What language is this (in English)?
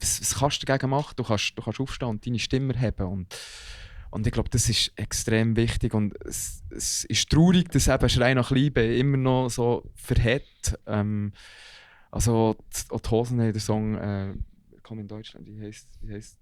Swiss German